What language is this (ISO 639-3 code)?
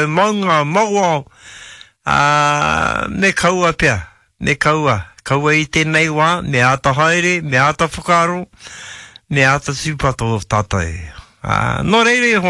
mri